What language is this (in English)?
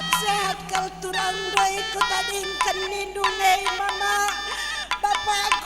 Batak Karo